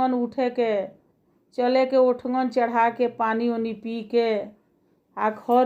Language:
Bhojpuri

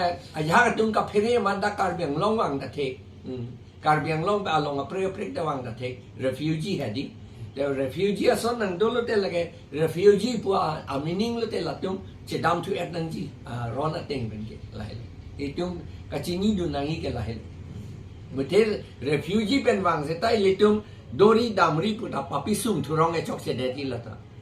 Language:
Karbi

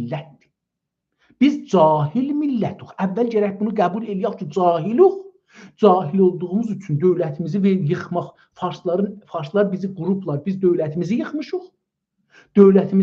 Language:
South Azerbaijani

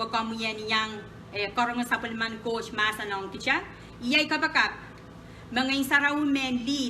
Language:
Pohnpeian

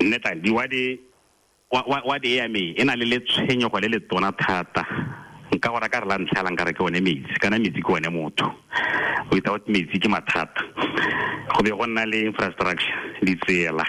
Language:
Tswana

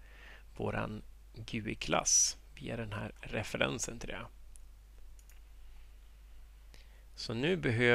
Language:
Swedish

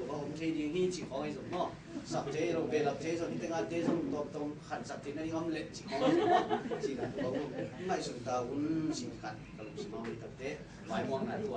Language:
Tedim Chin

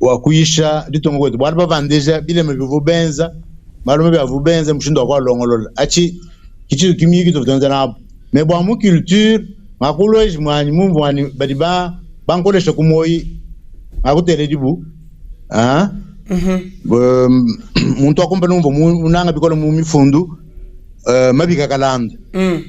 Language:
Luba-Lulua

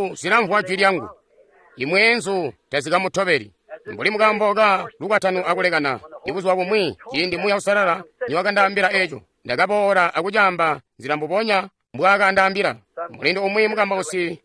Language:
Tonga (Zambia)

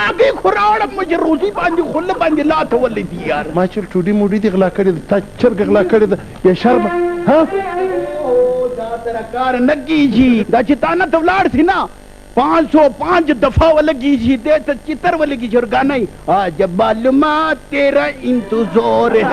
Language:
Pashto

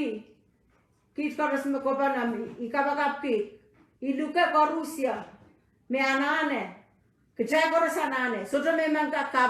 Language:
Pohnpeian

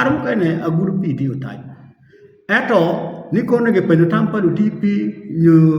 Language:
Acoli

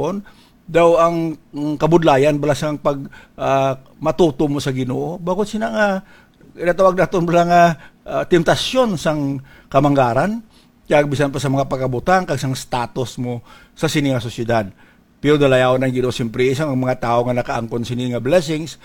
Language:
Hiligaynon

